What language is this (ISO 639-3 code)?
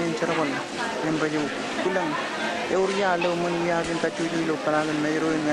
mah